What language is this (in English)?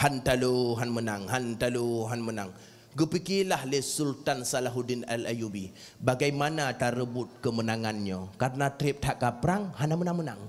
Achinese